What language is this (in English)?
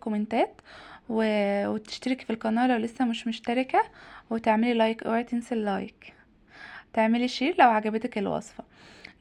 Egyptian Arabic